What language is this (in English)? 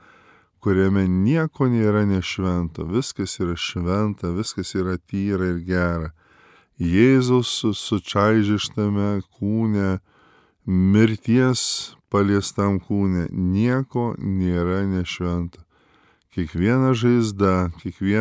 Lithuanian